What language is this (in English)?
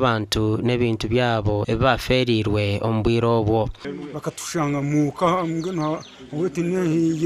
Nyankole